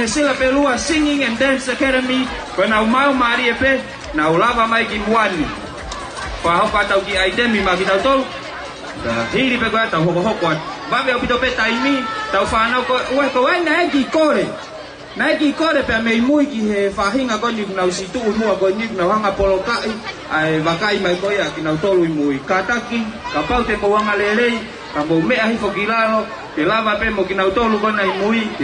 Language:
Tongan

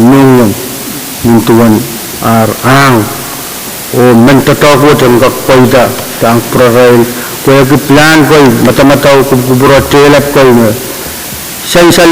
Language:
Pohnpeian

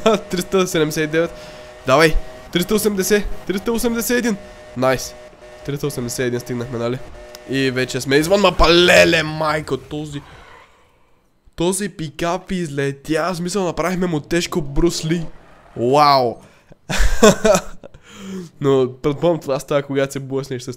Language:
Bulgarian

